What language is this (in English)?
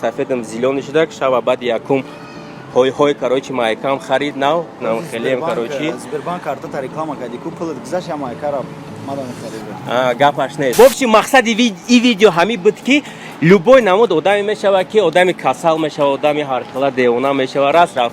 Tajik